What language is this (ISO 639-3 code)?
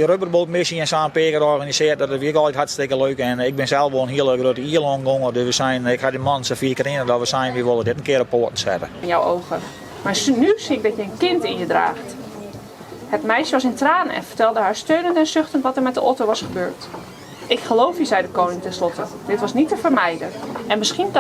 fry